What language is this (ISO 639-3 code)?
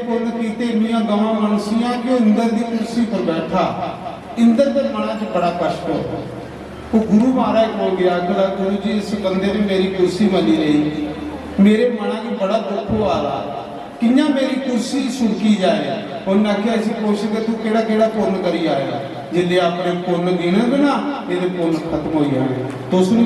doi